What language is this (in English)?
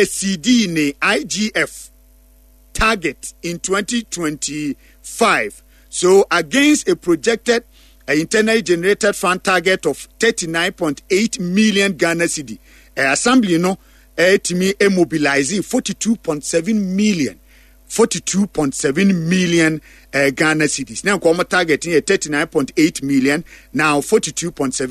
Akan